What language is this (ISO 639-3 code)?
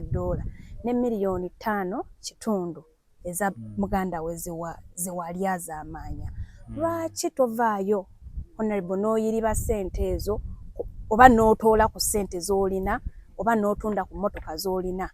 lug